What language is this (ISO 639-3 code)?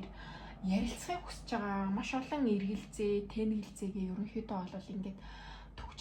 mon